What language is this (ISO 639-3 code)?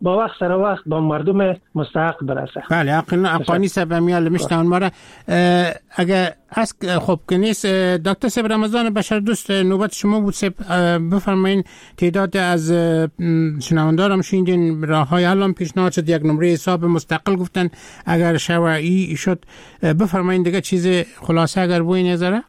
fas